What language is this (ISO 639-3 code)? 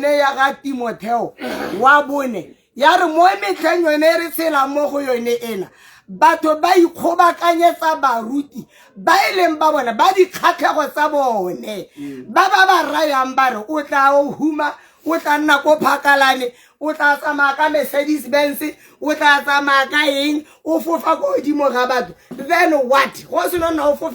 tsn